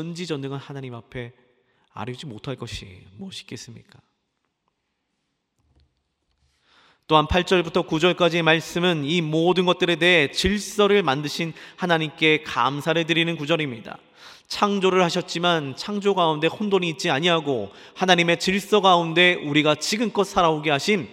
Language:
Korean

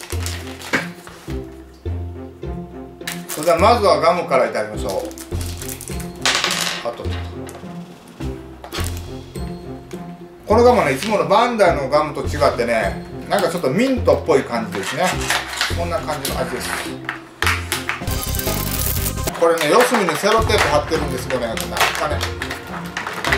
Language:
Japanese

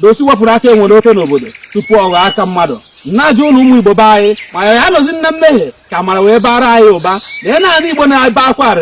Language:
Igbo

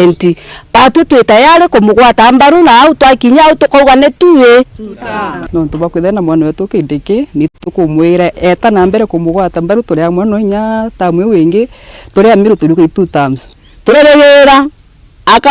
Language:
Meru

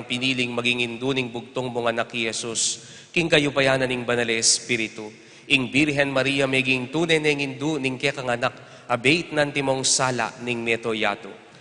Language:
Pampanga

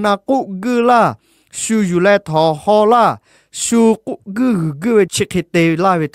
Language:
Lahu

